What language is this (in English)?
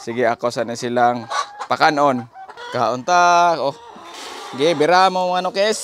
Cebuano